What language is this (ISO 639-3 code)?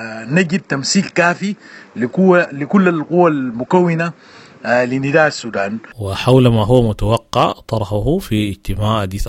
apd